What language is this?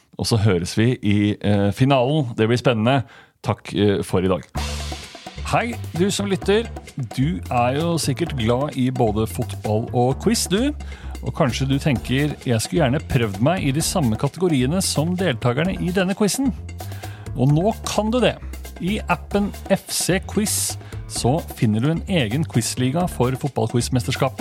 Norwegian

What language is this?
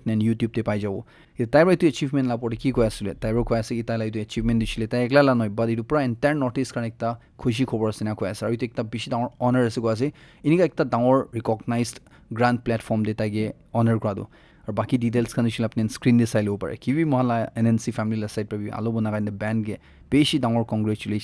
Naga Pidgin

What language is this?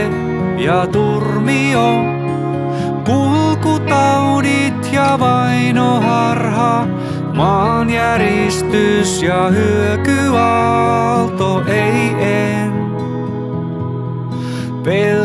Finnish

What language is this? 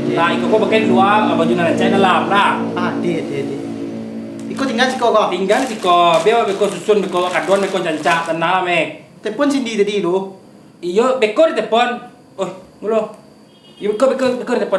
Minangkabau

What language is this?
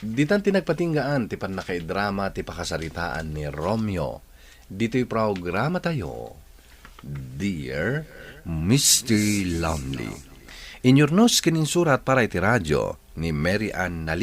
Iloko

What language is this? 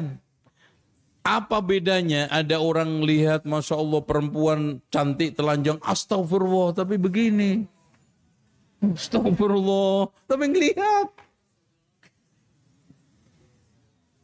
Indonesian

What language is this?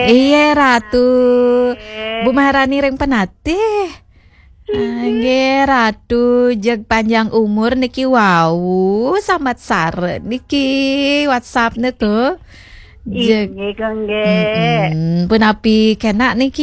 Balinese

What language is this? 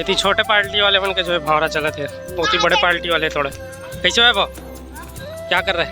Chhattisgarhi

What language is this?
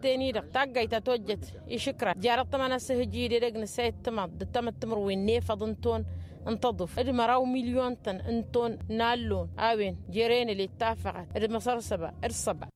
Tamasheq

